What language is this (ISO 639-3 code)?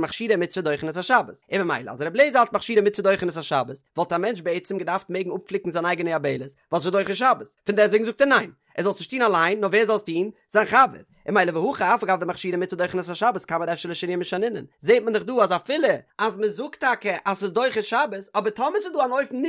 yid